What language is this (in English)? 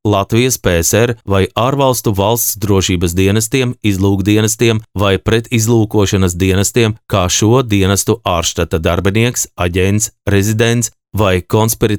Latvian